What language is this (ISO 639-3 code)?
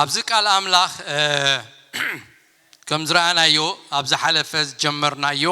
tir